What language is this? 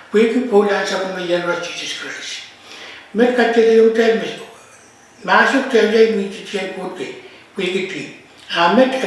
Pohnpeian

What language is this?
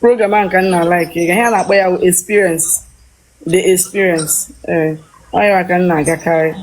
Igbo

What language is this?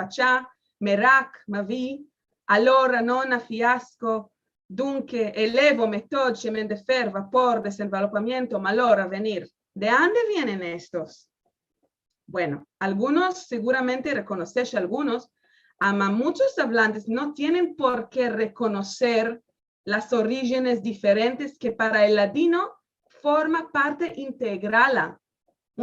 Ladino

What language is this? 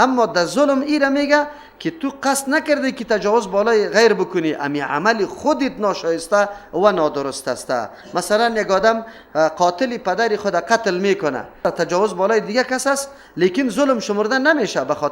Persian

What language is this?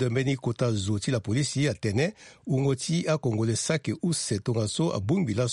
Sango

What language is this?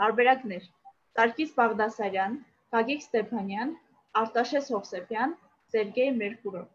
Armenian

